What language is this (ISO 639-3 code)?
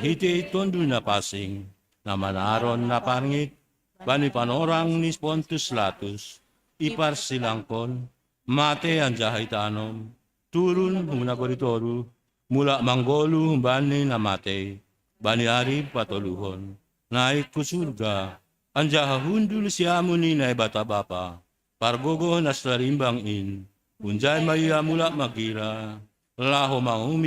bts